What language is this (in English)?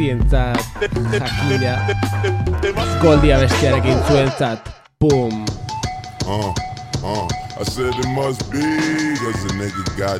Basque